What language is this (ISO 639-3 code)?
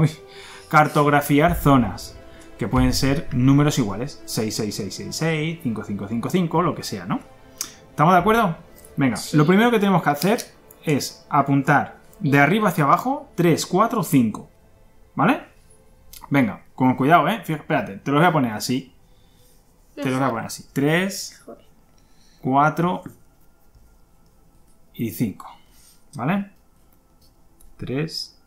spa